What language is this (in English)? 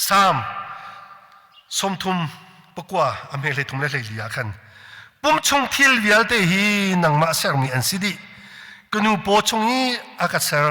Hakha Chin